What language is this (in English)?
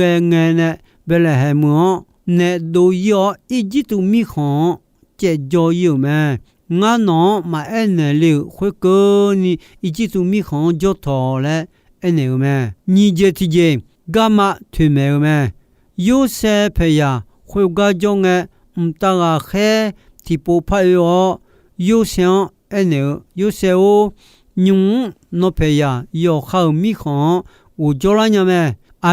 Akha